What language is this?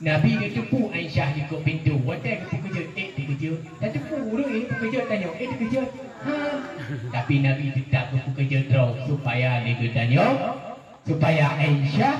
Achinese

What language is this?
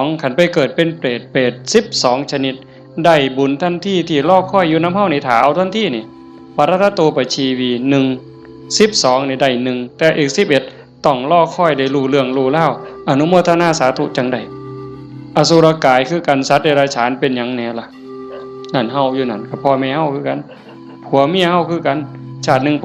Northeastern Thai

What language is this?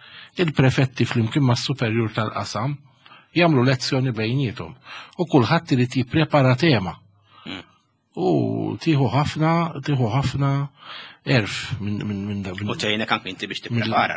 Maltese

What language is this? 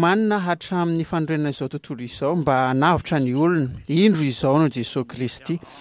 Malagasy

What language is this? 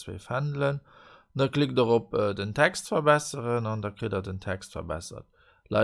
Luxembourgish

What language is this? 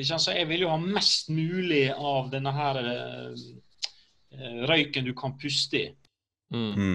Norwegian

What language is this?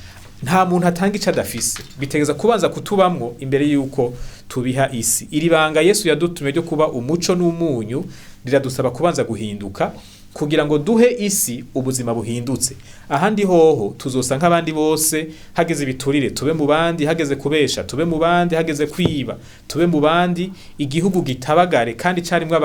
Rundi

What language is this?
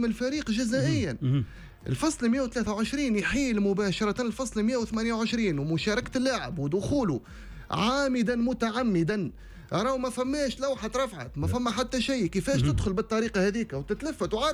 Tunisian Arabic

